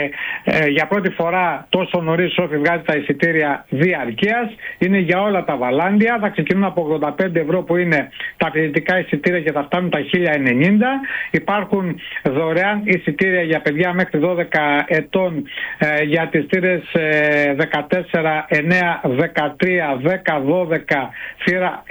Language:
Greek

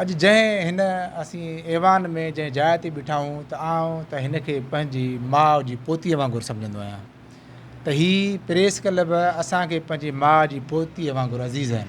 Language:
Sindhi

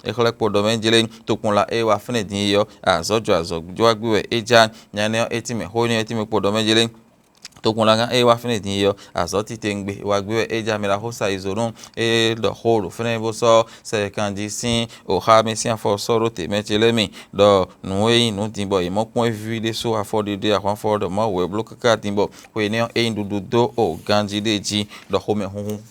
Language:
Fon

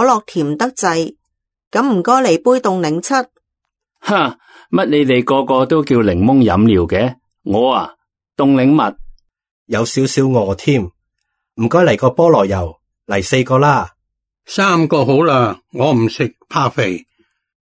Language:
Cantonese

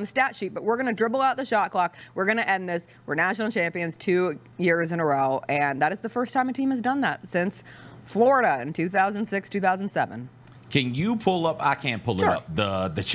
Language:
English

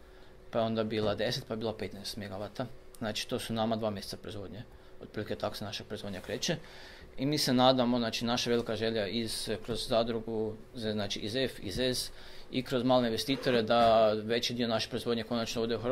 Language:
Croatian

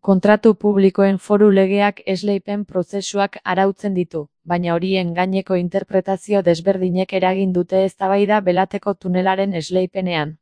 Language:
Basque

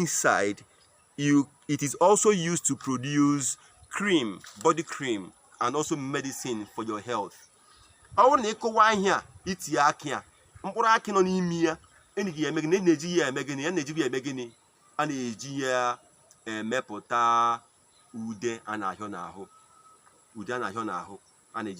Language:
Igbo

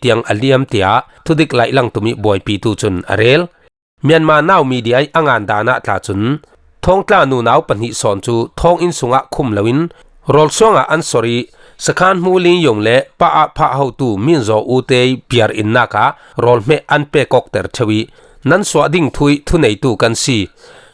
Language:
Falam Chin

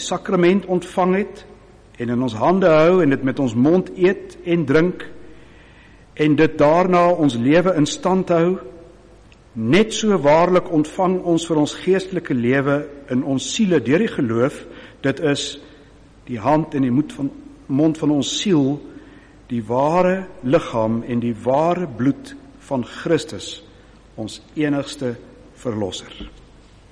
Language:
Afrikaans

